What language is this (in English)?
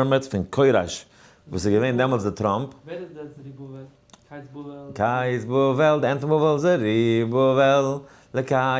Yiddish